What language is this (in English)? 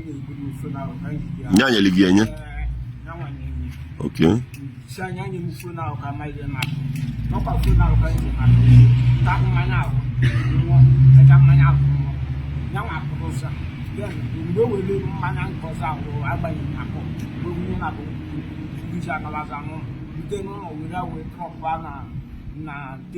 Igbo